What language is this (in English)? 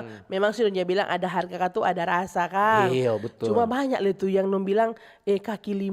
Manado Malay